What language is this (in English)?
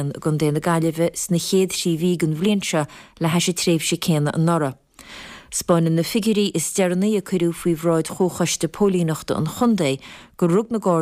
Irish